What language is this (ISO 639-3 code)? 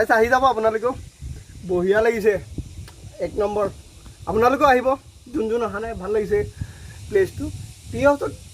asm